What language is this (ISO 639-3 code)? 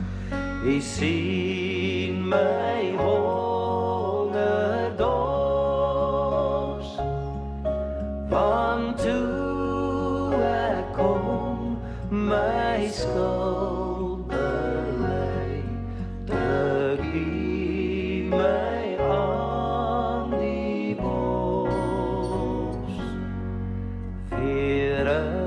afr